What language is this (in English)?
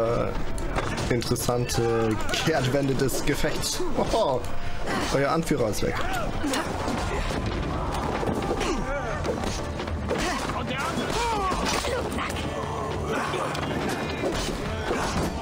German